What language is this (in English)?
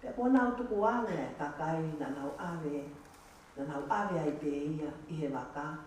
Tongan